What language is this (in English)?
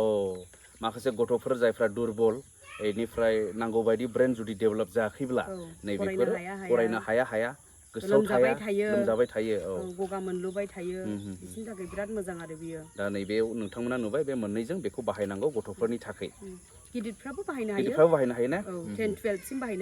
Bodo